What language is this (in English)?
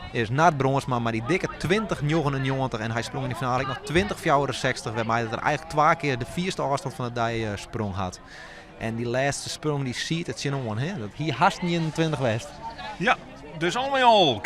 Western Frisian